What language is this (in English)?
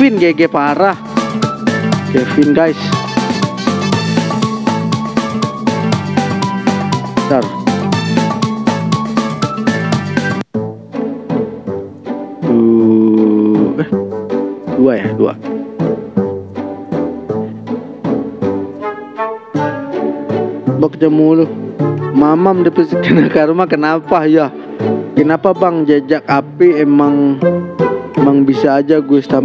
Indonesian